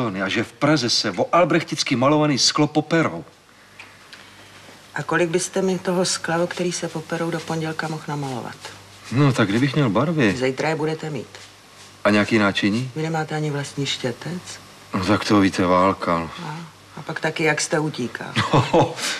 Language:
Czech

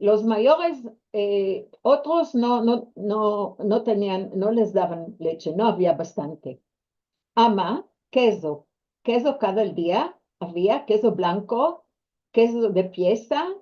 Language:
Ladino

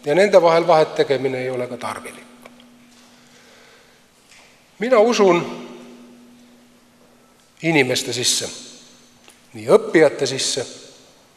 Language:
Estonian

